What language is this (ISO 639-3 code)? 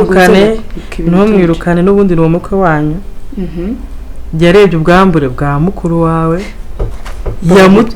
kin